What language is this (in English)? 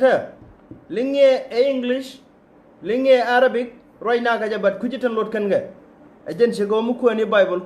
Nuer